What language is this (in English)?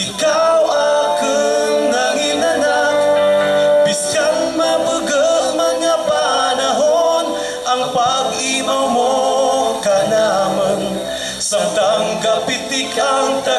Hiligaynon